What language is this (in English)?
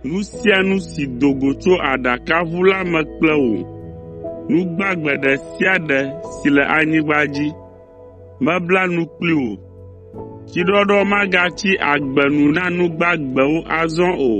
Ewe